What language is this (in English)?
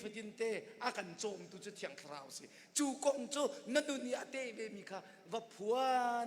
Hakha Chin